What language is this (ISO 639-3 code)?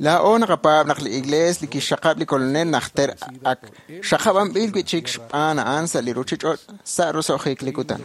kek